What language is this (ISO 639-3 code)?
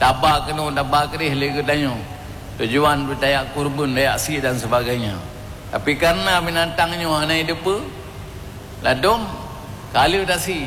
ace